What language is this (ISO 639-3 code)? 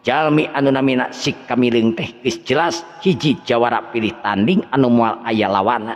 sun